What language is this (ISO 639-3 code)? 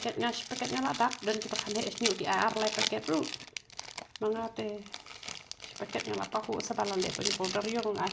kha